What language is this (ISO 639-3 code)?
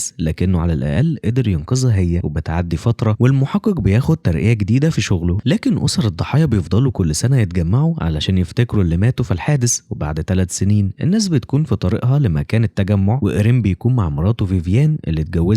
arz